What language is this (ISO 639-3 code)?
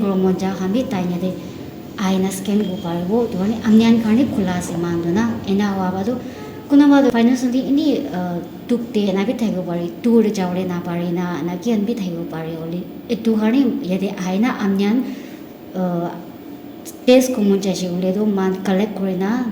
nag